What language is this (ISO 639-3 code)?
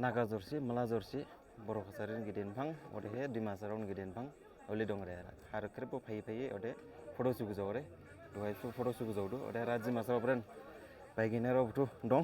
dis